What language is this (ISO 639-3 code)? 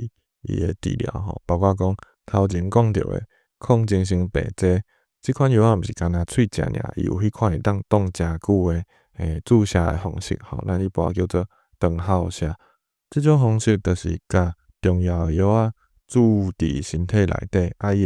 nan